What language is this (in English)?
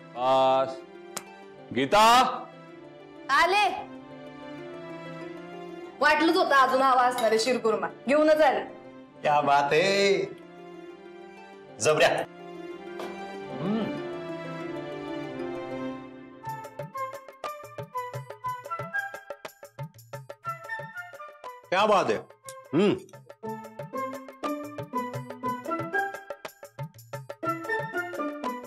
Marathi